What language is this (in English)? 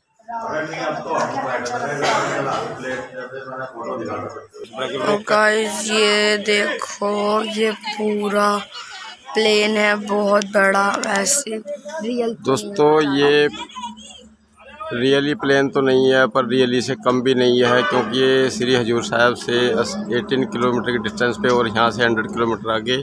Hindi